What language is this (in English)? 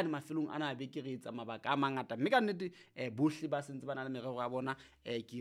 Southern Sotho